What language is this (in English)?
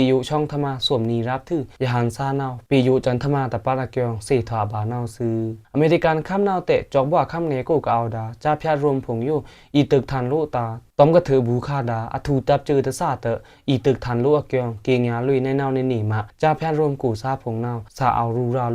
Pa'o Karen